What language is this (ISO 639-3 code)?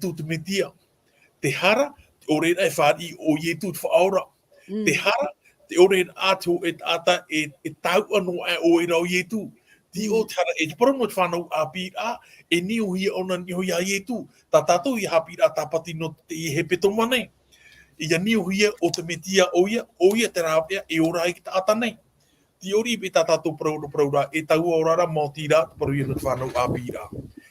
tah